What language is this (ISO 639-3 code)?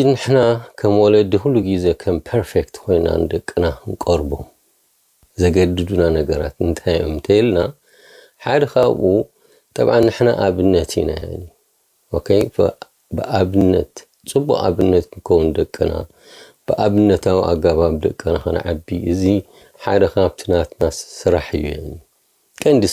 tir